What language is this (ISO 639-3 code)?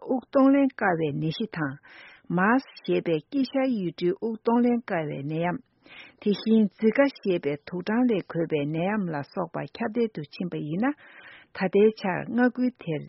bod